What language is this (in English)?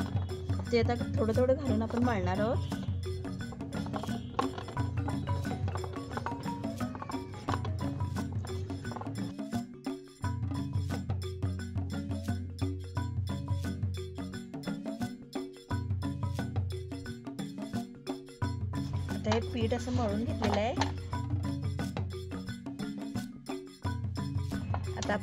Marathi